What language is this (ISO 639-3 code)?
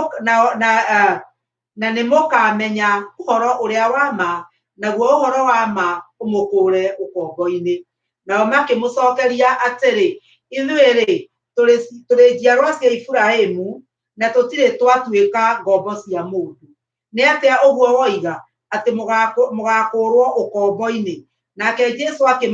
kik